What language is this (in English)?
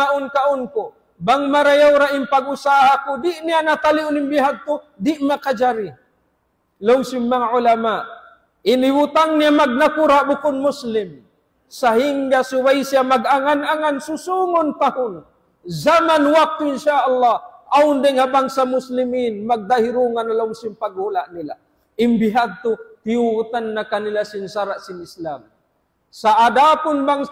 Tausug